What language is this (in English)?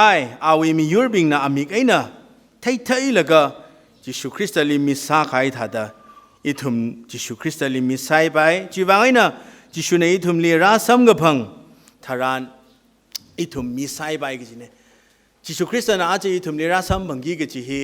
Tangkhul Naga (India)